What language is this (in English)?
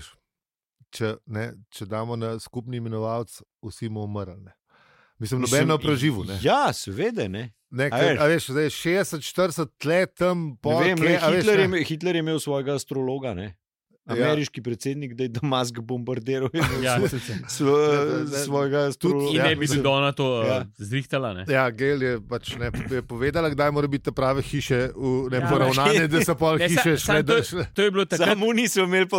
Slovenian